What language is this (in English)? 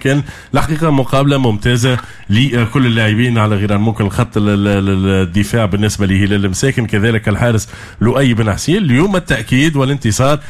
Tunisian Arabic